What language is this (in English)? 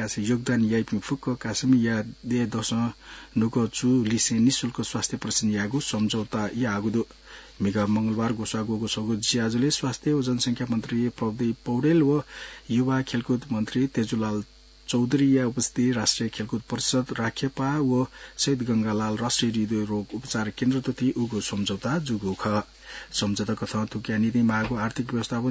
Newari